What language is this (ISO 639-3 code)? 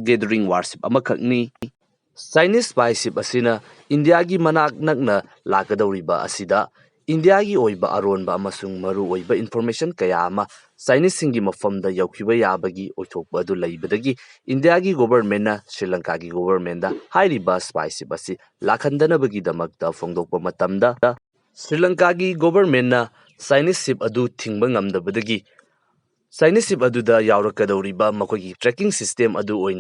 mni